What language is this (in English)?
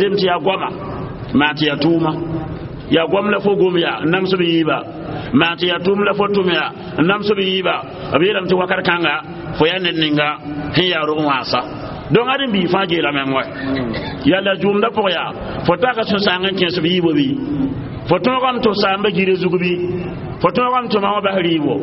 Mossi